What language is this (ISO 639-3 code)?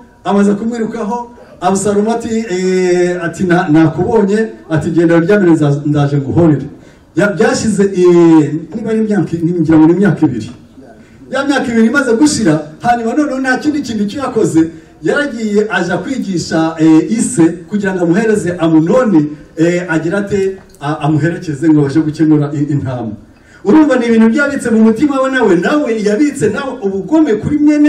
kin